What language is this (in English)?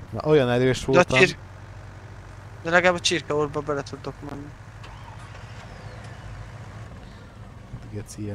Hungarian